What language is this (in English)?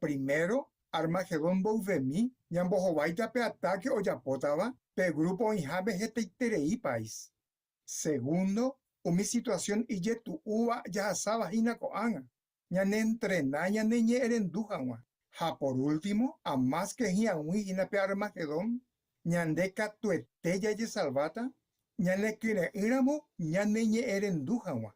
Guarani